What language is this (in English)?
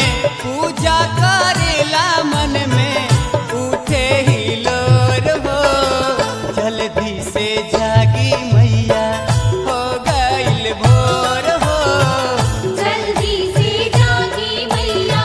Bhojpuri